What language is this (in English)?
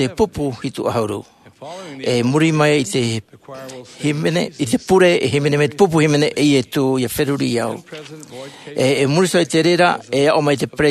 Tahitian